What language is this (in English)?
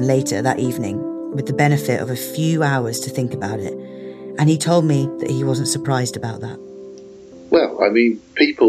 English